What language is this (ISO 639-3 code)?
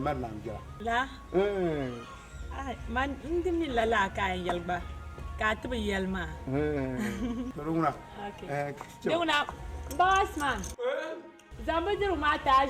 dag